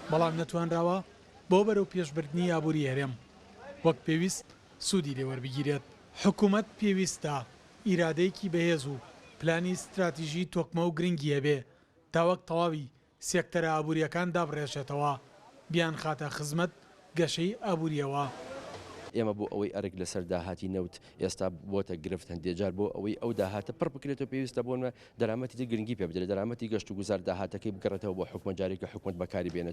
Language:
Central Kurdish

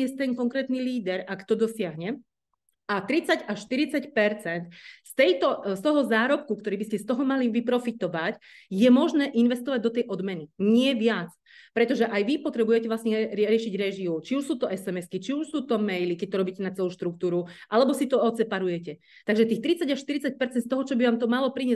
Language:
Slovak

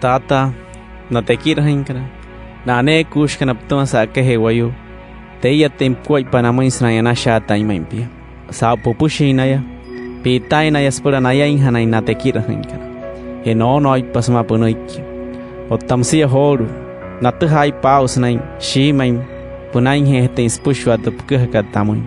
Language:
Wayuu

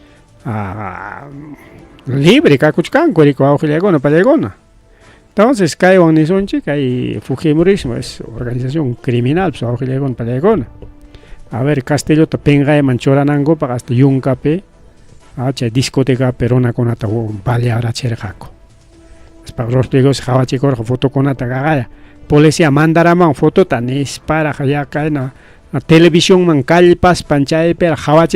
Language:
Ayacucho Quechua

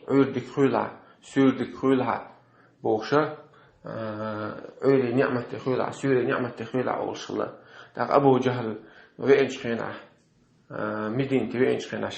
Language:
Chechen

